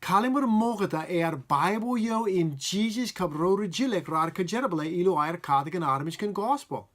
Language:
Marshallese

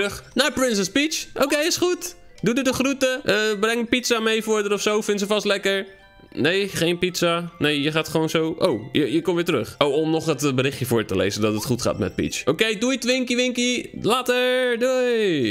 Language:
Dutch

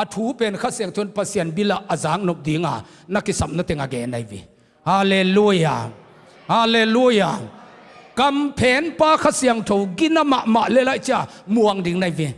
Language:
Tedim Chin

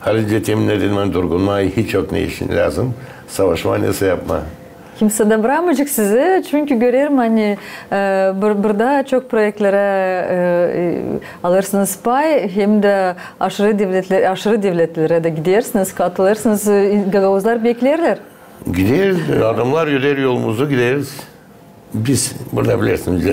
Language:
Gagauz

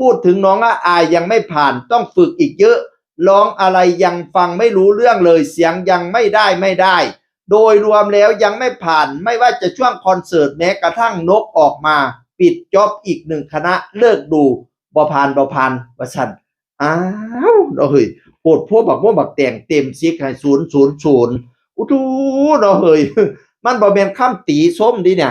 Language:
Northeastern Thai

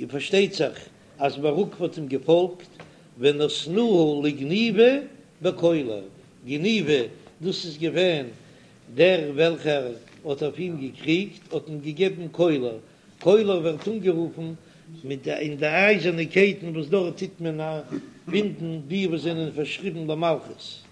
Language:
Yiddish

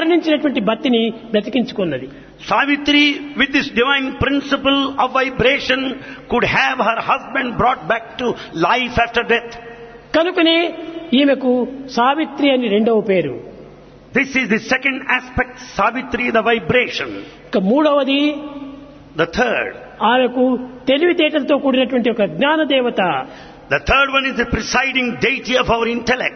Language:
Telugu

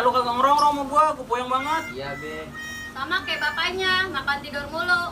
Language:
Betawi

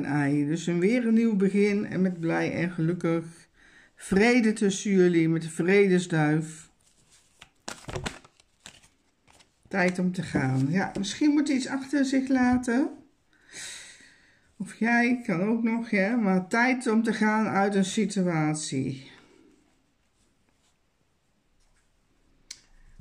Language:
Dutch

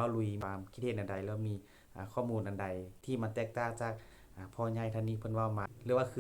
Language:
Northeastern Thai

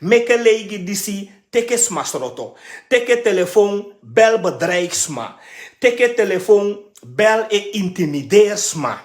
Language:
Sranan Tongo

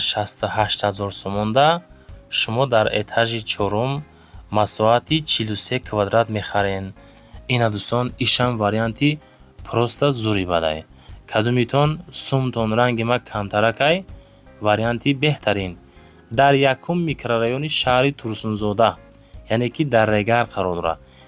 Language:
Tajik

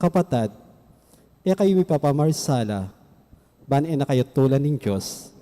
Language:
Pampanga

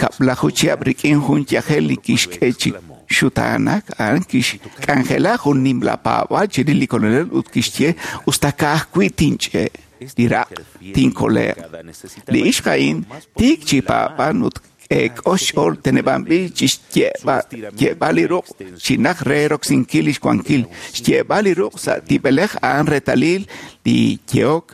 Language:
Kekchí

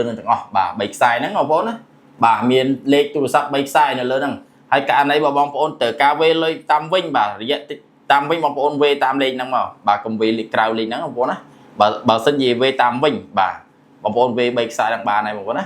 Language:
Khmer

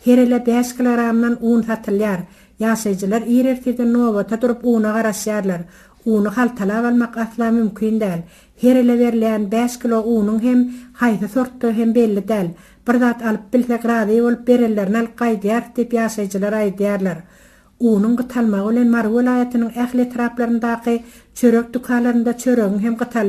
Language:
Turkmen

